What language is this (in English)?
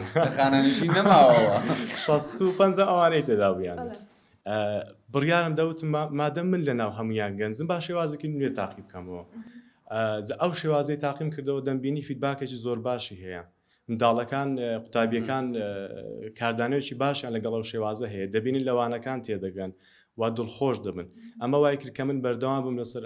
Central Kurdish